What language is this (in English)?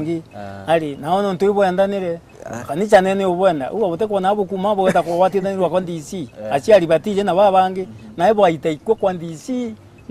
Meru